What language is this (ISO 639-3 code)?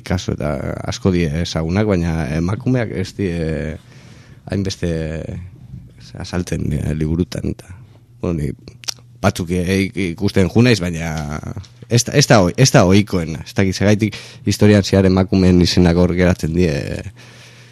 eus